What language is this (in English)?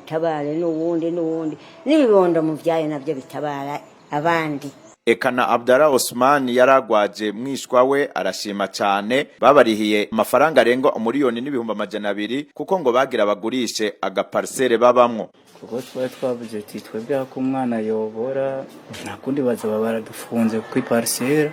Rundi